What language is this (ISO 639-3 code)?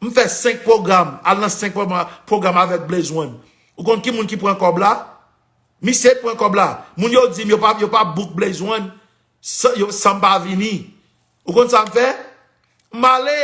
hat